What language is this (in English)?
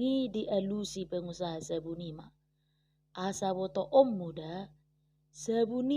Batak Toba